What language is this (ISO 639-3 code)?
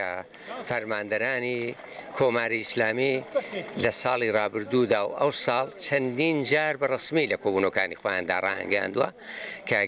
ckb